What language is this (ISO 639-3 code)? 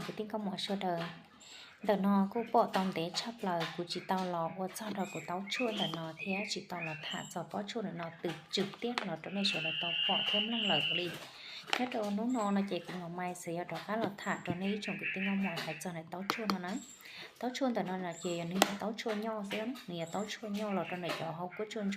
hmn